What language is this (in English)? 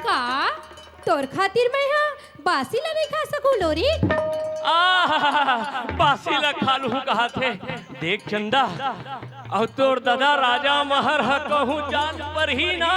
Chhattisgarhi